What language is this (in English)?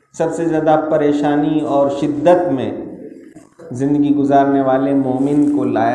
Urdu